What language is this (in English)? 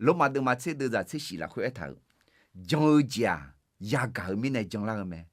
Akha